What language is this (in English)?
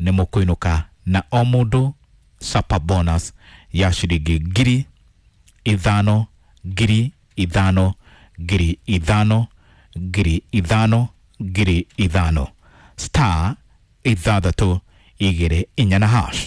Kikuyu